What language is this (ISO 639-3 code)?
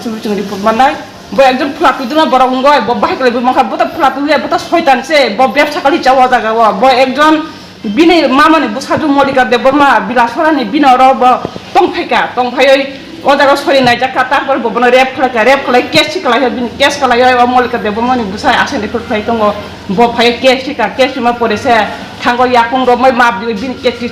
trp